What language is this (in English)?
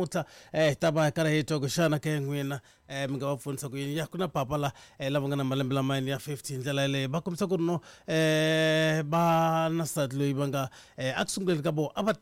Tsonga